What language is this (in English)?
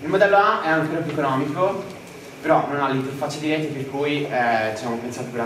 Italian